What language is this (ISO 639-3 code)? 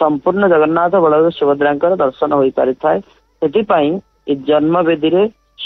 ori